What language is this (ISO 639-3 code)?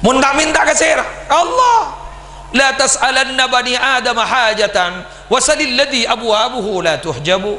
mad